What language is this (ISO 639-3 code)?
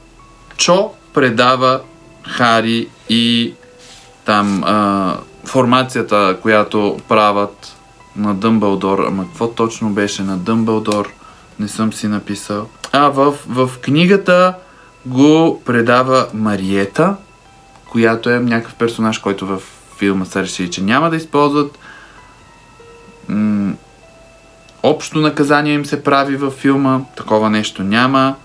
bul